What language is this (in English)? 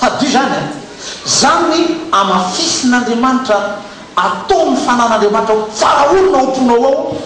Malagasy